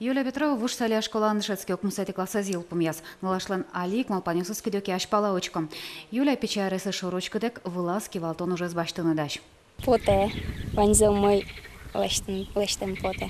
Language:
Udmurt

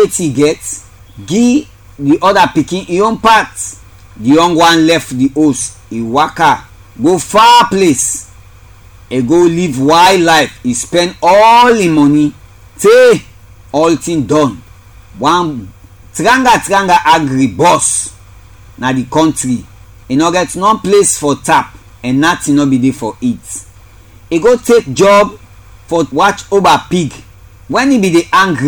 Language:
Krio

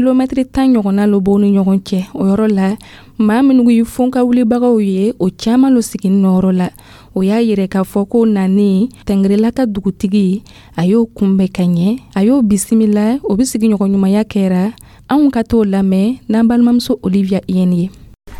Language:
Dyula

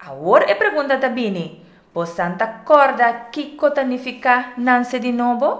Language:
Papiamento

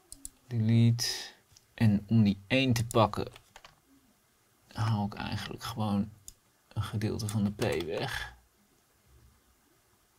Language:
Dutch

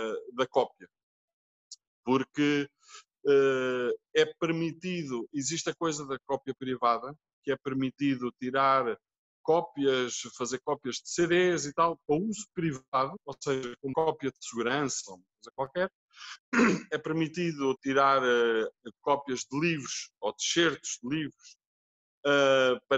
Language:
Portuguese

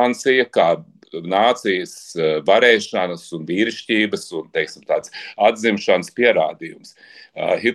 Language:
Latvian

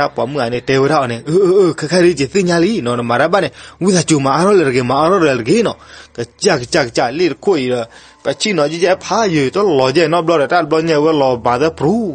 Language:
S'gaw Karen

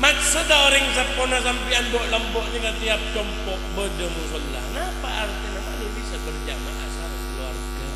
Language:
Madurese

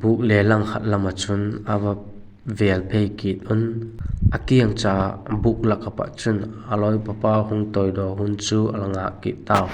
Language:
Vaiphei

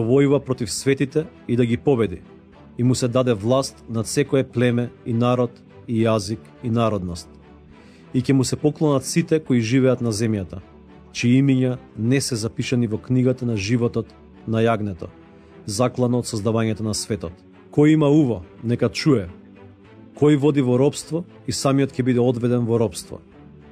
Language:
Macedonian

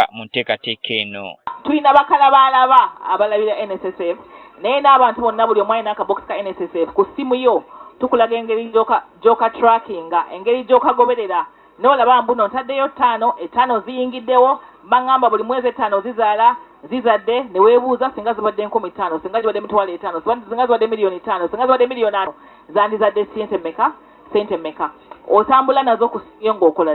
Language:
Ganda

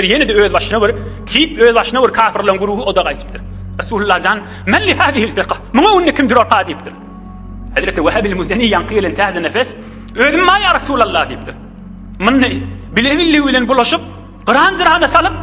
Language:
Turkmen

